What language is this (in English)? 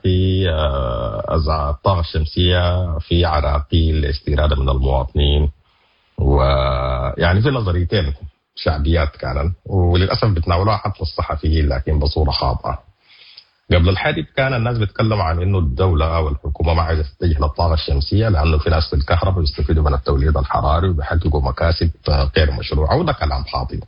Sudanese Arabic